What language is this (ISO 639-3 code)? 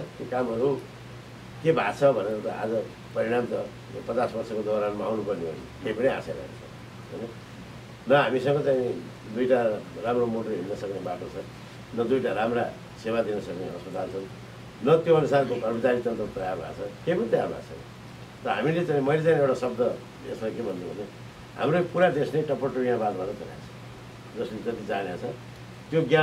nep